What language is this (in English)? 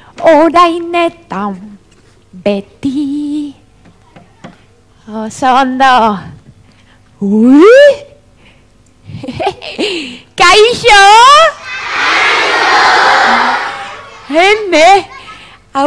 Basque